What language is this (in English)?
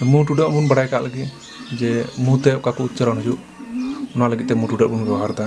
Santali